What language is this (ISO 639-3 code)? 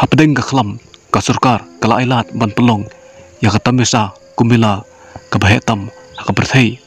kha